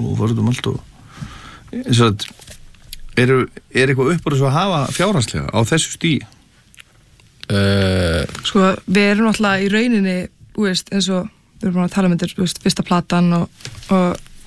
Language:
Icelandic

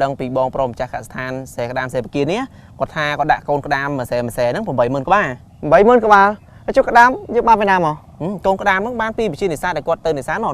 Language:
Khmer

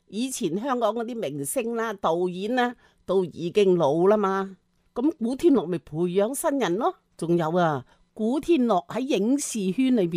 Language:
Cantonese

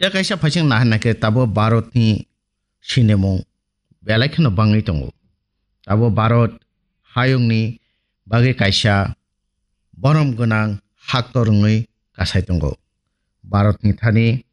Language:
Kok Borok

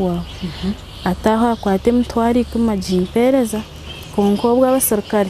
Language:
Nyankole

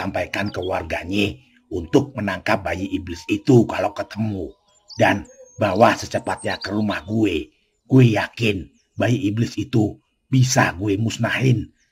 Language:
Betawi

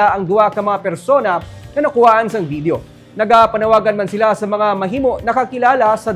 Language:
Hiligaynon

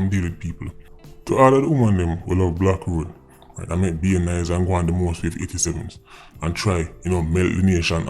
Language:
Jamaican Creole English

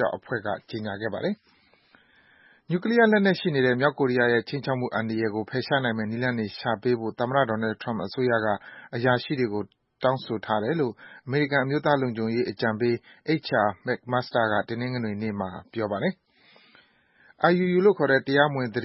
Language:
Burmese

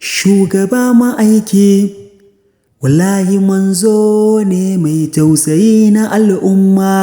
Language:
Hausa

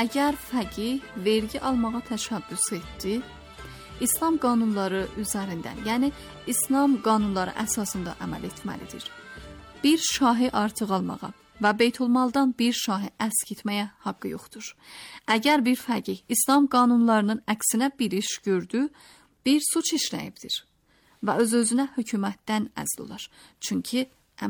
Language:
Azerbaijani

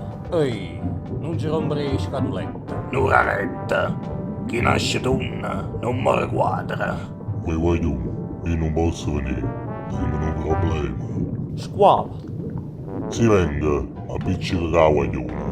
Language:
Neapolitan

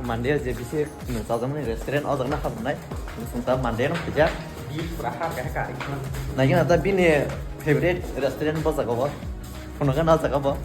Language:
Kok Borok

